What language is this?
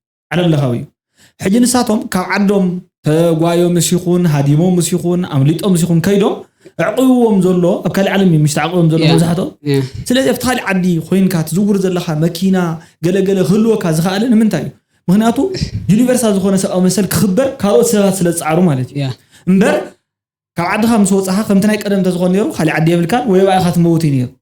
Tigrinya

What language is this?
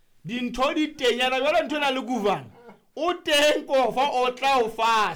Southern Sotho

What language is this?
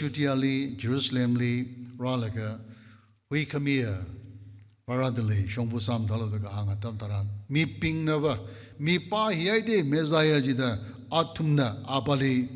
Tangkhul Naga (India)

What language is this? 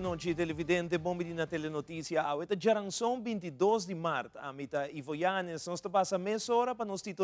Papiamento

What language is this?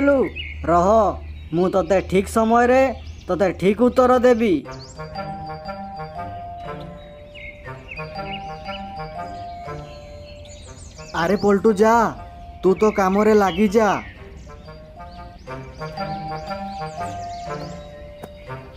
Odia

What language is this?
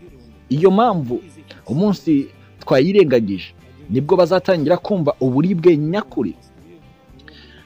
Kinyarwanda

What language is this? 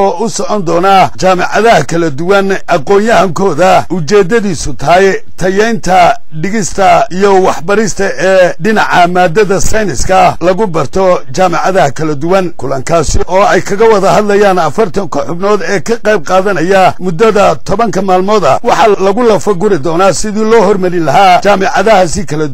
Somali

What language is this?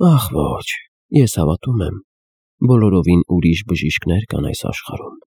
Armenian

